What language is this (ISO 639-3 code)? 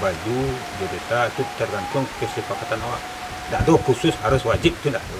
min